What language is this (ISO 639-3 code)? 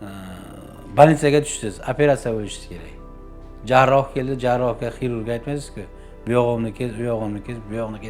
uzb